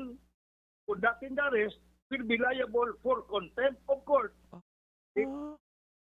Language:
Bikol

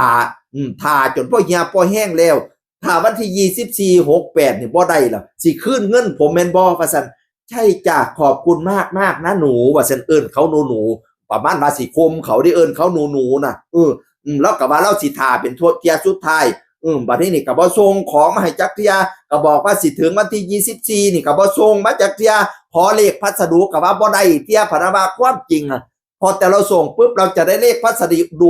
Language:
Northeastern Thai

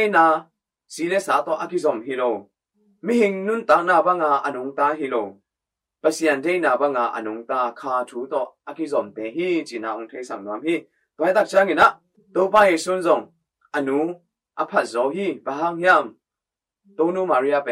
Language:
Tedim Chin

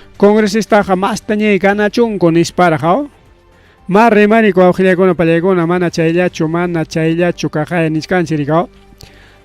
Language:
Ayacucho Quechua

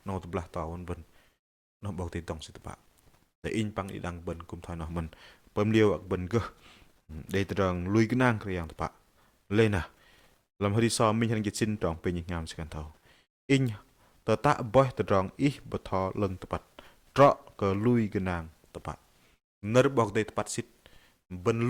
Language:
Bahnar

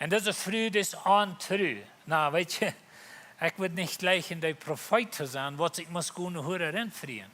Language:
Plautdietsch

